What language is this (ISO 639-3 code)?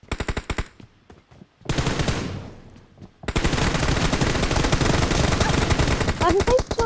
hin